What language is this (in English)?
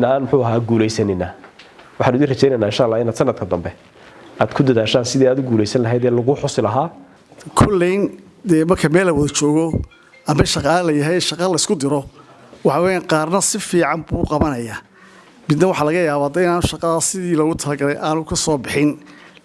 Somali